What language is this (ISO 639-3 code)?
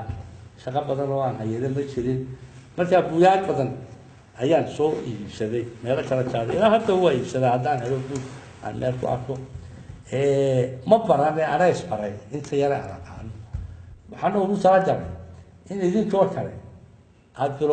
som